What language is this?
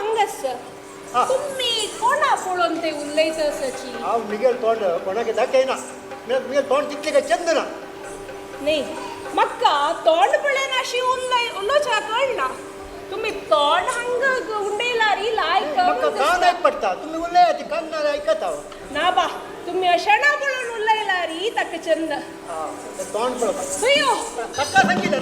Konkani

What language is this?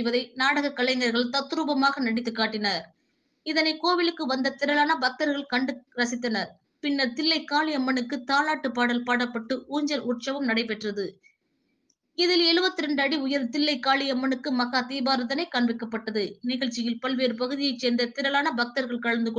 Tamil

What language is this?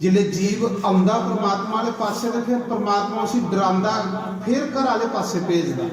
Dogri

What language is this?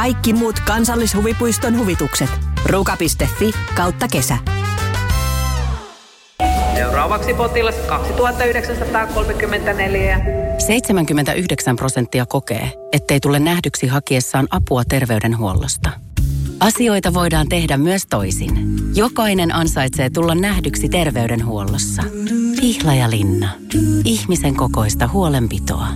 Finnish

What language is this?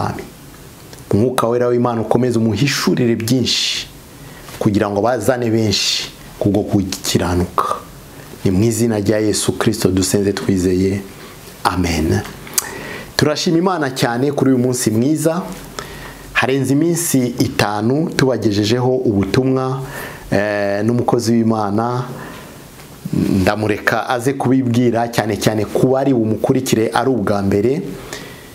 Kinyarwanda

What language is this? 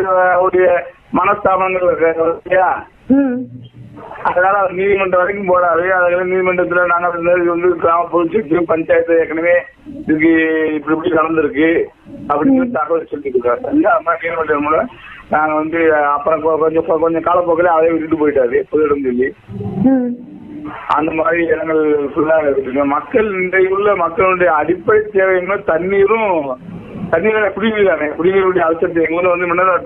Tamil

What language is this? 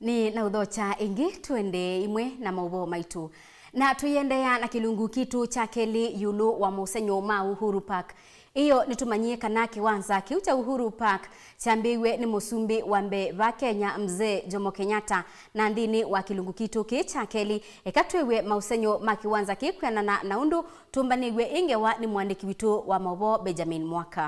Kamba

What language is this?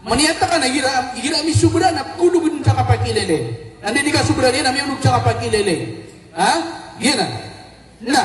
Maranao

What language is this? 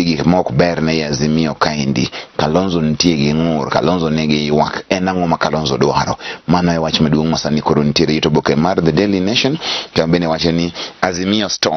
Luo (Kenya and Tanzania)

